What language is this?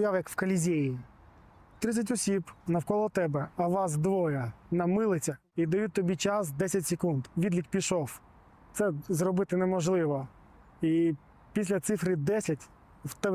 Ukrainian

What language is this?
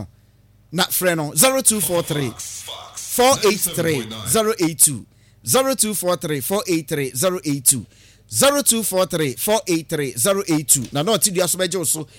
Akan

